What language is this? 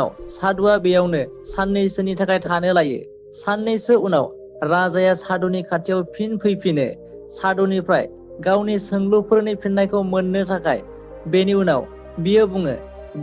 Bodo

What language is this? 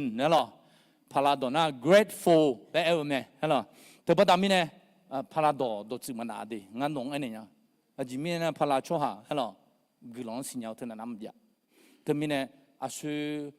Akha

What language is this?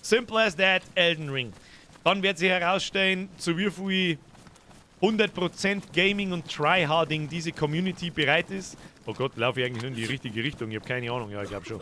Bavarian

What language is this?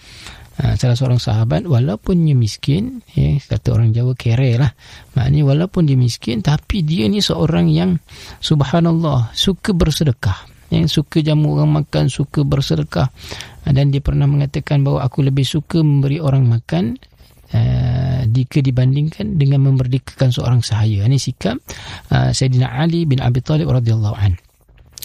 Malay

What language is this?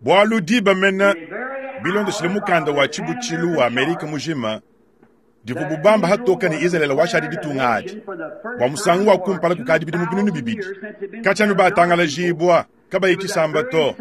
Luba-Lulua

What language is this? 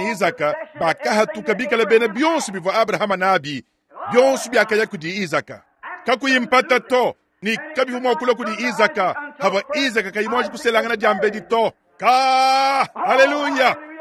Luba-Lulua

